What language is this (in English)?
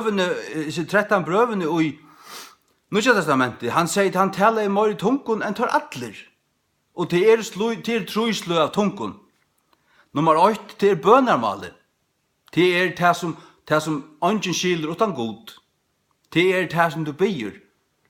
Faroese